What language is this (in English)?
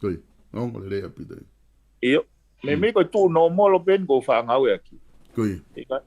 Tongan